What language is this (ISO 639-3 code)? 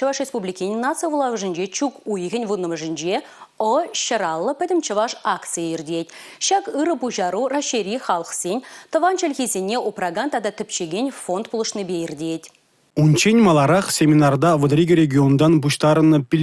chv